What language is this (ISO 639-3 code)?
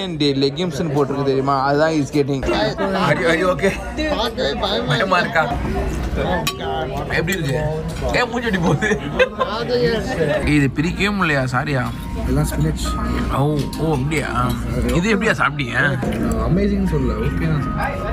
tam